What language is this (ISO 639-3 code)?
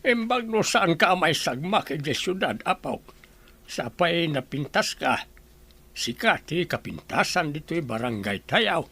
ilo